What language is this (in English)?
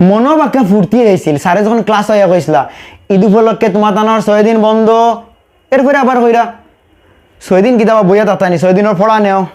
Sylheti